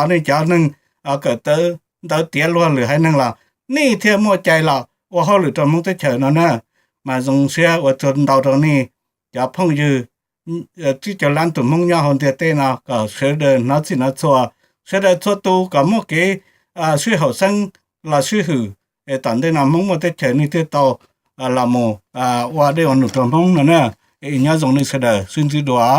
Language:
Hmong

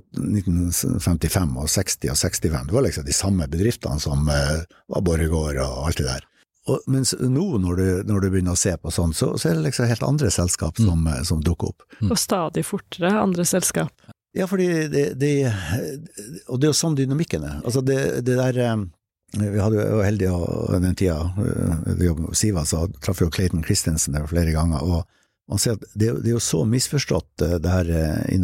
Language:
Norwegian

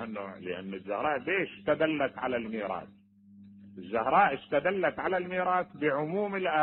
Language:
Mesopotamian Arabic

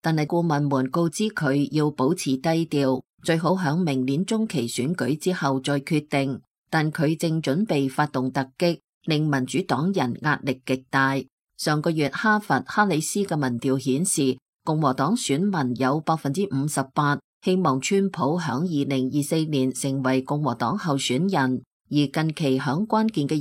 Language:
Cantonese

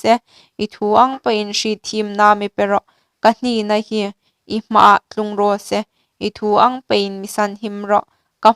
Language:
Hmar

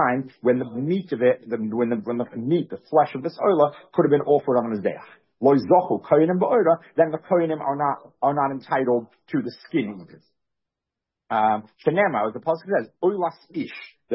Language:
English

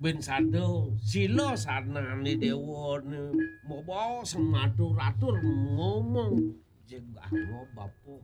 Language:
Balinese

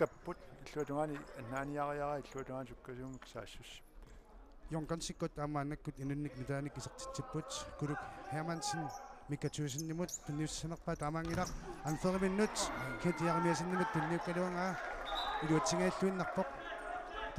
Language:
Kalaallisut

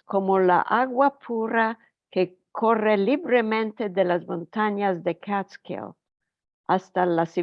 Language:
Ladino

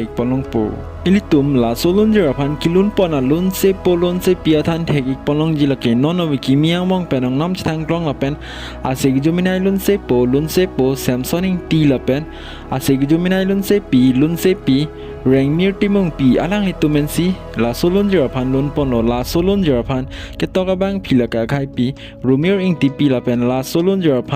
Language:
Karbi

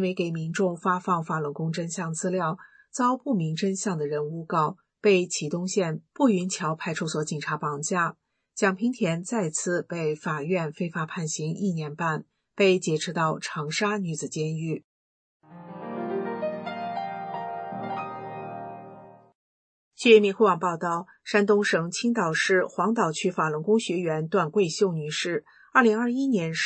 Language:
Chinese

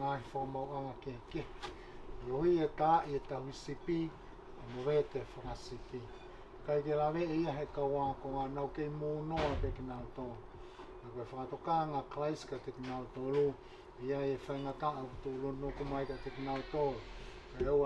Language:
Tongan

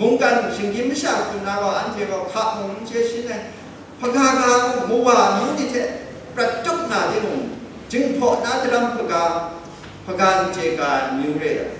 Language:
Kachin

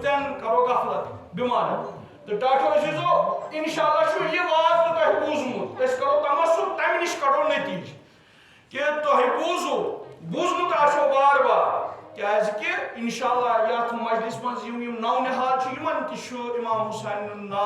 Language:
Kashmiri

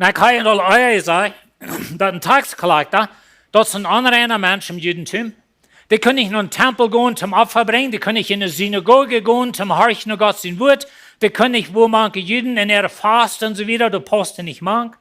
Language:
Plautdietsch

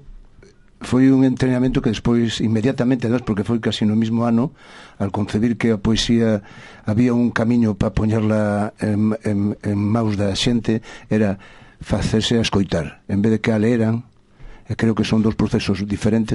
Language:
Galician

